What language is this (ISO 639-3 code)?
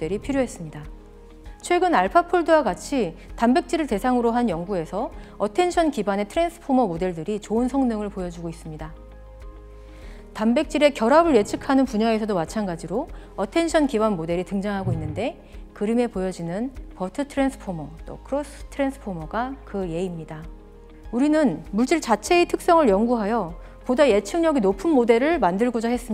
kor